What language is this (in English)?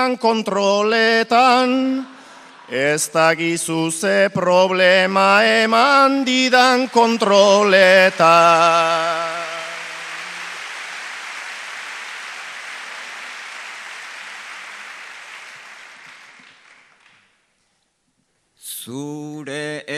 Basque